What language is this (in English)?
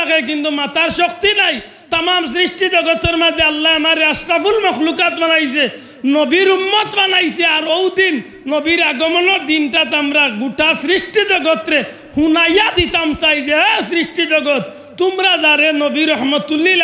Sylheti